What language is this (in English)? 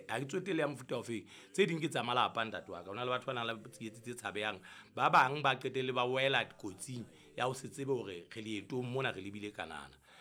Southern Sotho